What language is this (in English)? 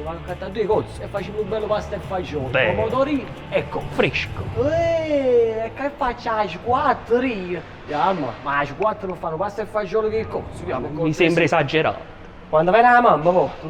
Neapolitan